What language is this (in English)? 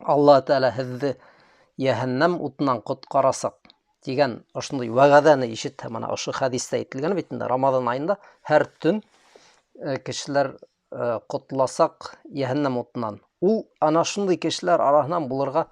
Bashkir